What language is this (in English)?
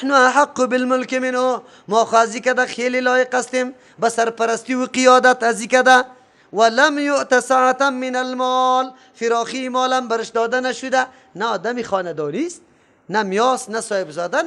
Persian